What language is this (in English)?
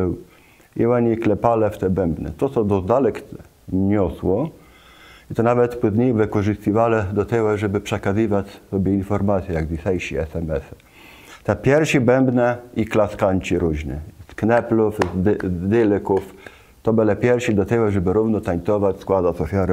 Kashubian